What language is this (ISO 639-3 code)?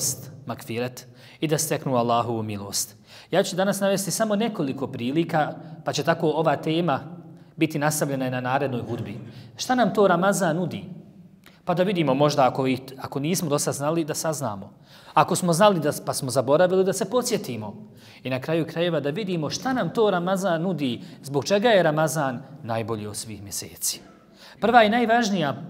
bos